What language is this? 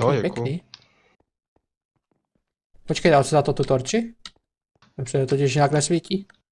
Czech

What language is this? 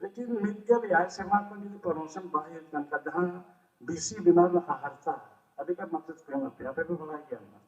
Santali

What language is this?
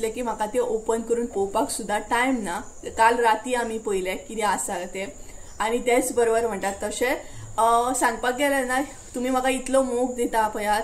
Konkani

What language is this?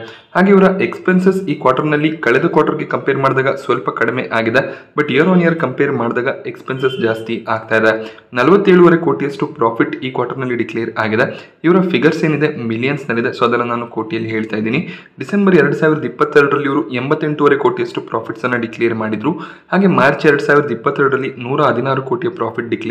Kannada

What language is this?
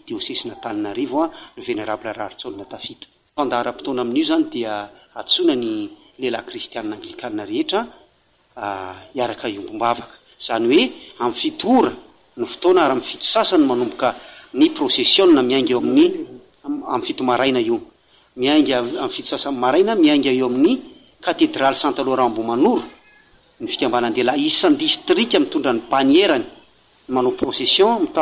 Malagasy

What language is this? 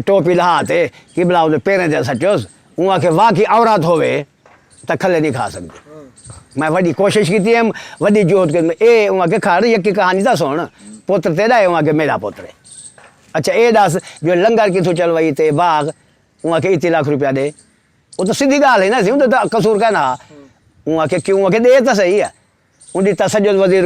Saraiki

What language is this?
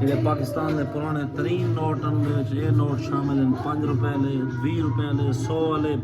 Saraiki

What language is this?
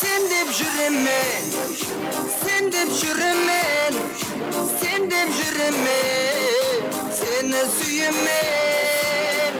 Kara-Kalpak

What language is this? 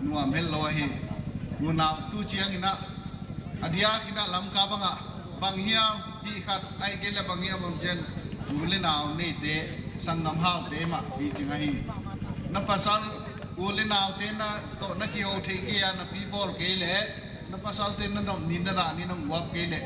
Paite Chin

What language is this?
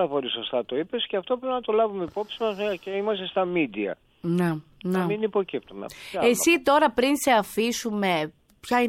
Greek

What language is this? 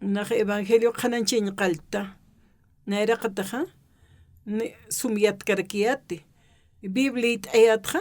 Aymara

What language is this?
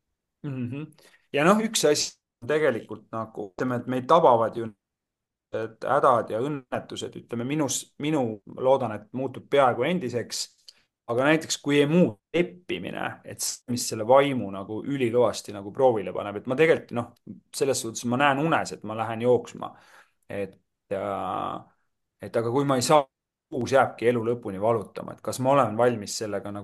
Estonian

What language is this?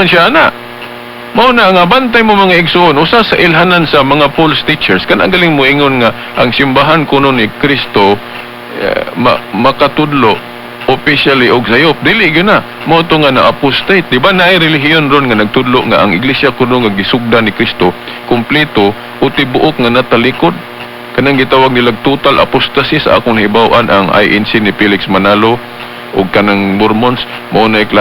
Cebuano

